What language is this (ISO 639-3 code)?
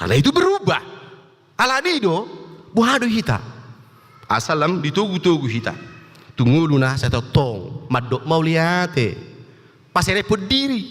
bbc